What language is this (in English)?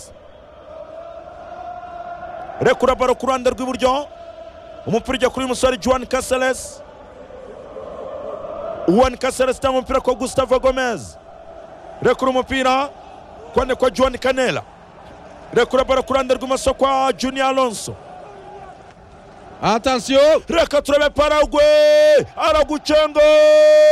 Kinyarwanda